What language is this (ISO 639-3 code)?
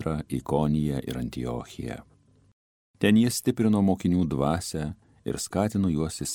lit